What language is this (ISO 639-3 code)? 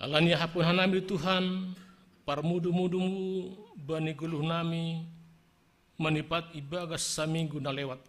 bts